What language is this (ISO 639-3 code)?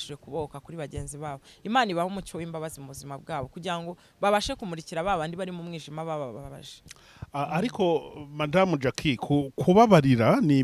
kin